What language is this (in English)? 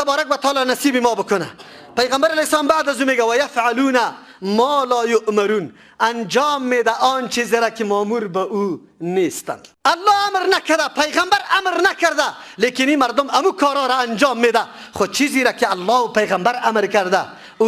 Persian